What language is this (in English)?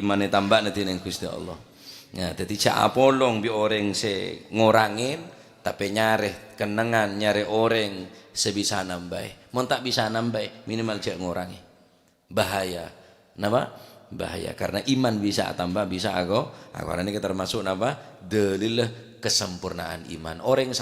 Madurese